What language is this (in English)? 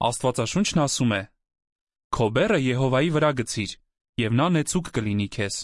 Armenian